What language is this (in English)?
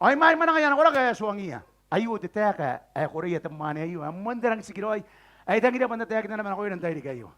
Gilbertese